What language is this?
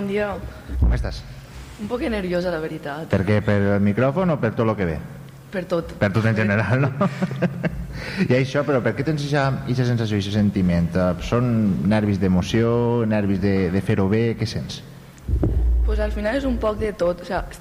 Catalan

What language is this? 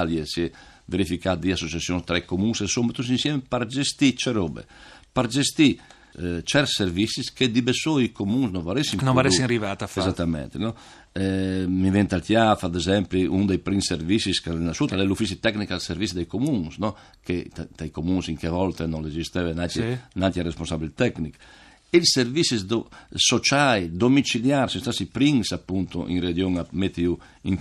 Friulian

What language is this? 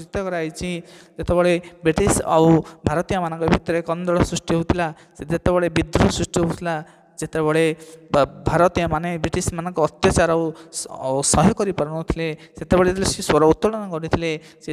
Odia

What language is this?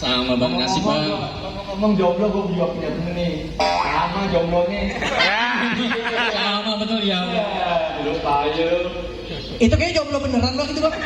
Betawi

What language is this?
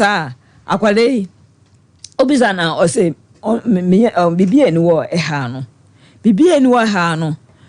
Akan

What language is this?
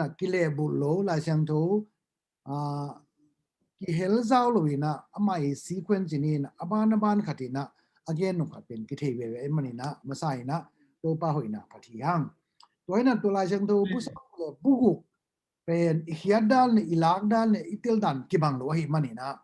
Tedim Chin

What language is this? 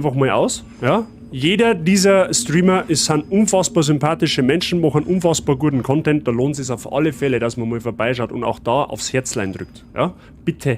Bavarian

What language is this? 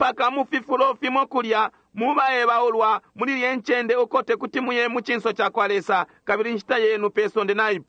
Bemba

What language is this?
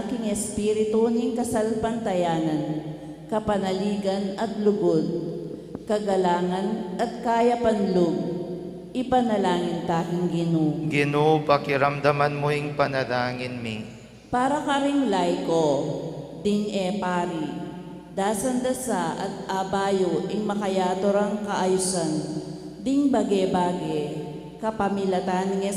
Pampanga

